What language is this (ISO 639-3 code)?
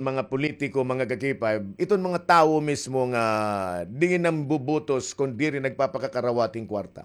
war